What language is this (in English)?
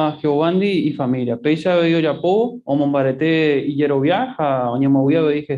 Guarani